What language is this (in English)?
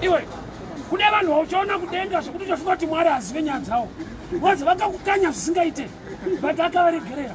Shona